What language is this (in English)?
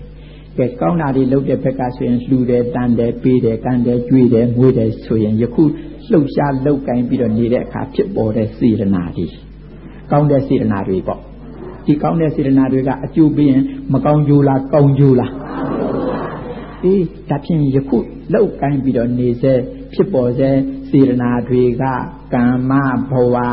Burmese